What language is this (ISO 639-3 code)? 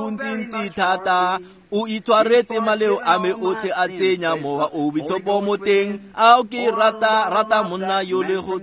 tsn